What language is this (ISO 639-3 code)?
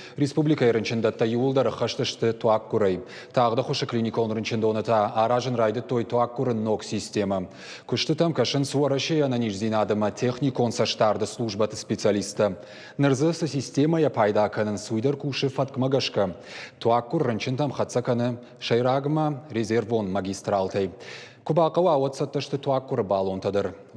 oss